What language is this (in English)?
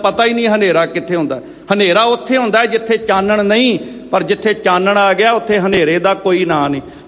Punjabi